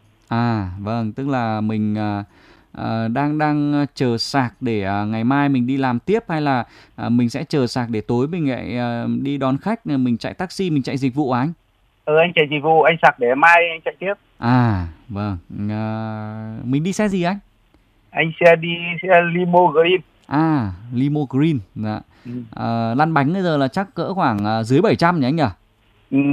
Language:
Vietnamese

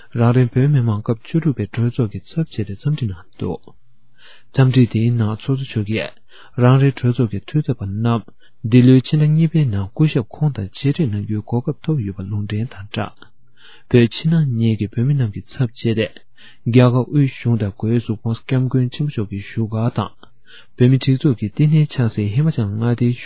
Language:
Tibetan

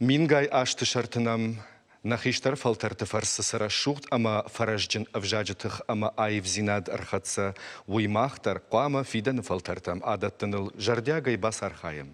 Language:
Ossetic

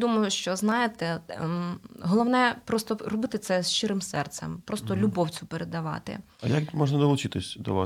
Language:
Ukrainian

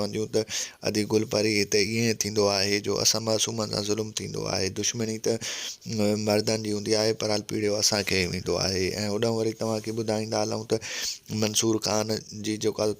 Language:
Sindhi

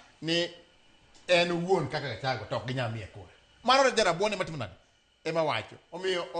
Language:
Luo (Kenya and Tanzania)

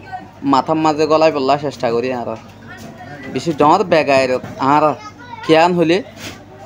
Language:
Rohingya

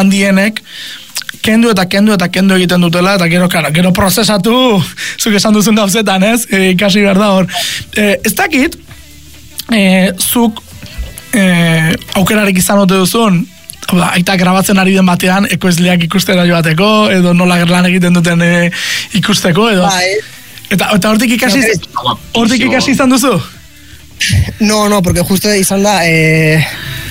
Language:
Basque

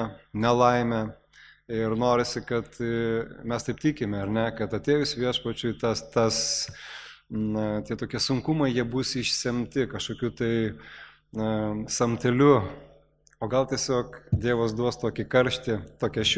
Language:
Lithuanian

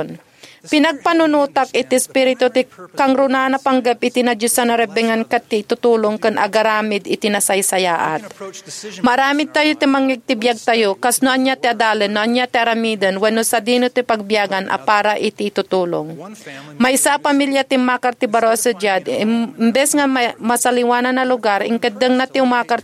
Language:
Iloko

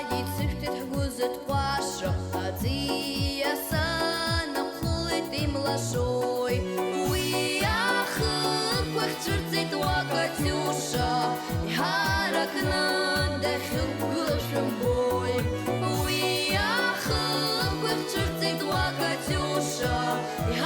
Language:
Abkhazian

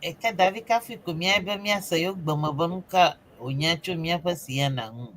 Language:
Ewe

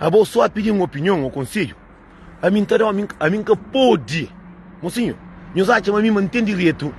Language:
Kabuverdianu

